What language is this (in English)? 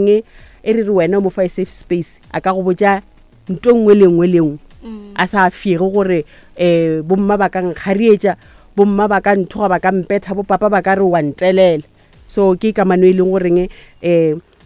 Northern Sotho